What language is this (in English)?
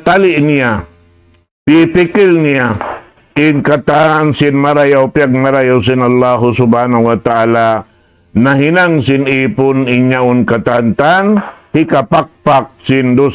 Tausug